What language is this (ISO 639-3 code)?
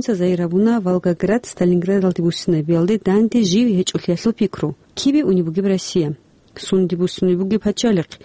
ava